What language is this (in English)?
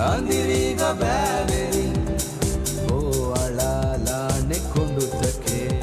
Divehi